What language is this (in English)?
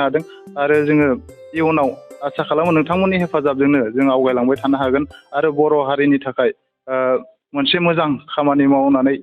Bodo